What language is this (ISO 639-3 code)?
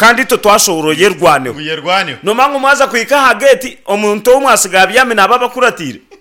nyn